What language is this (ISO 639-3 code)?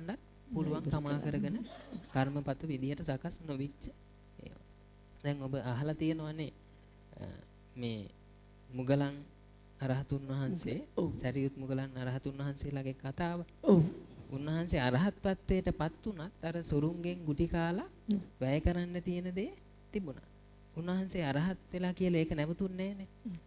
sin